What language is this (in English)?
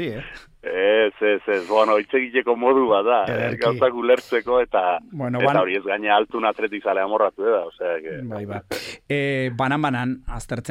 Basque